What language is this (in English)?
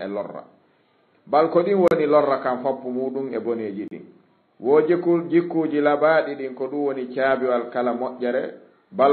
Fula